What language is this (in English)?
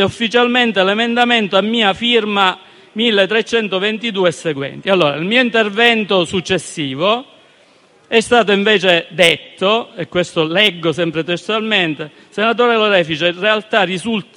Italian